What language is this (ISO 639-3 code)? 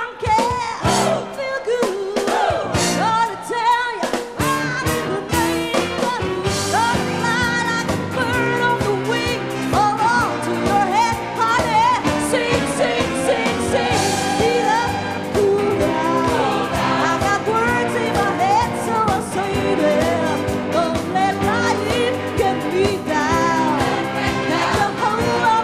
eng